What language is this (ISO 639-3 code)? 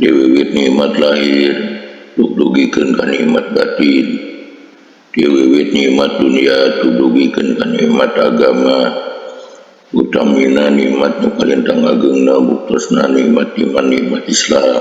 sun